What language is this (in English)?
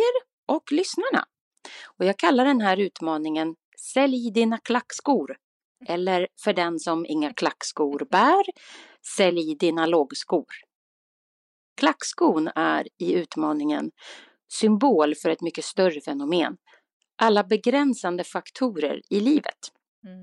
Swedish